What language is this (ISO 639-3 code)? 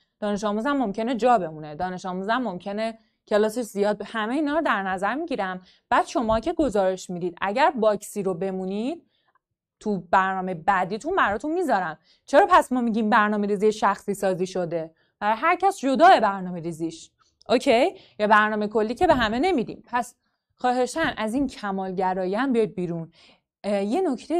fas